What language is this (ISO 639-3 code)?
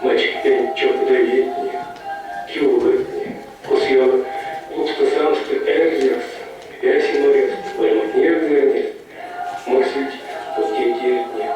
myv